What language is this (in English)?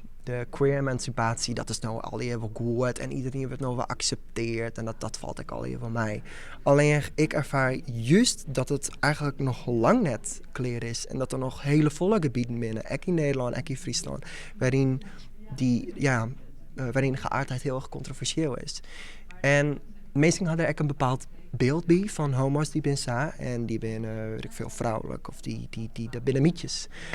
Western Frisian